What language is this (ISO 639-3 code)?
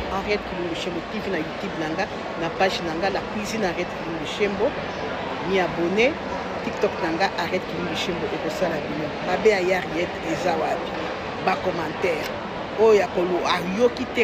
lin